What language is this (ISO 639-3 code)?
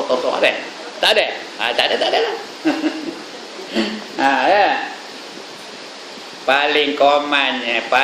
msa